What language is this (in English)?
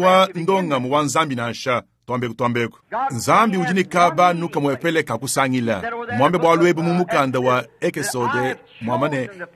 Luba-Lulua